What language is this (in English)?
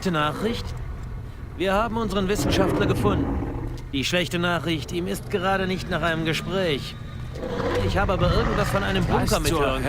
Bavarian